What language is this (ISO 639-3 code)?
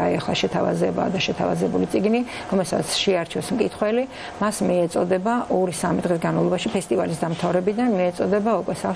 kat